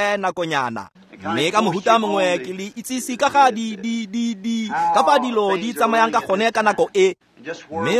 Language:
Tswana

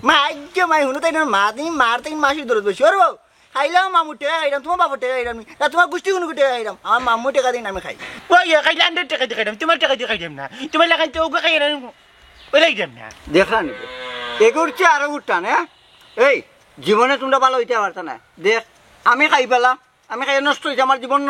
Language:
Sylheti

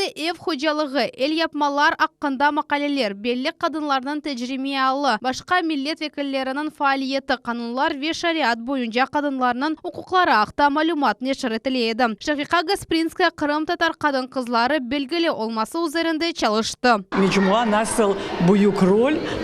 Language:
Crimean Tatar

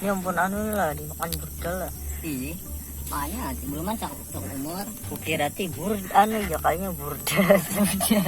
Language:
Banjar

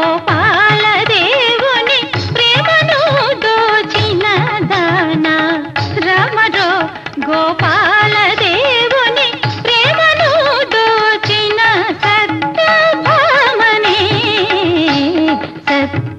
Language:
Telugu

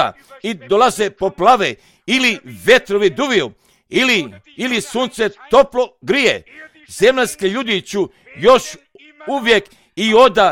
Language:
Croatian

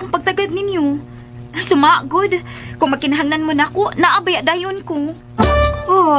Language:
Cebuano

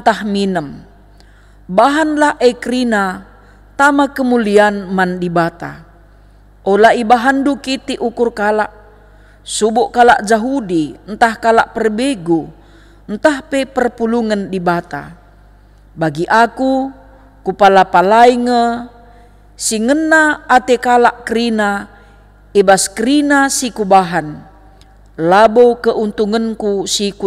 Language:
Batak Karo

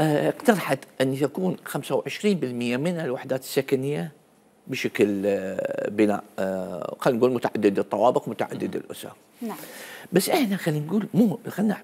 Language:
Mesopotamian Arabic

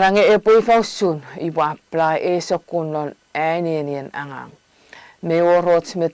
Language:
Chuukese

